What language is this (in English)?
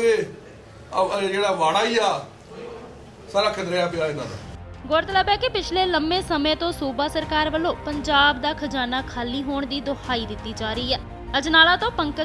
Punjabi